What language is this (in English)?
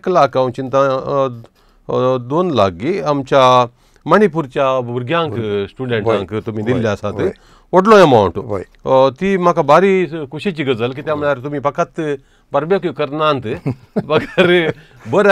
Konkani